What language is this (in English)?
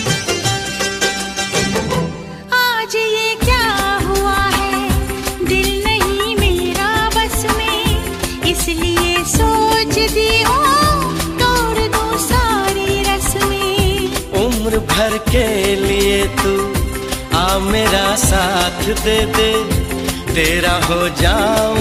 Hindi